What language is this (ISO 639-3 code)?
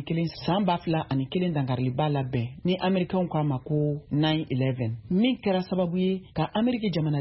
bam